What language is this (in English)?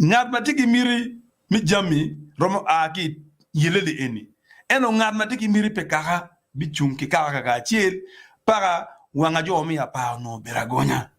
Acoli